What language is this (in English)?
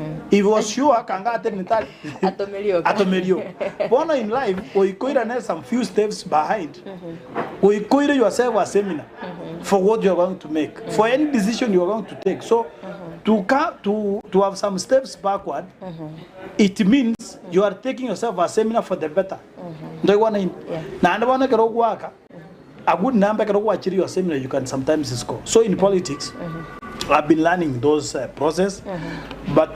Gusii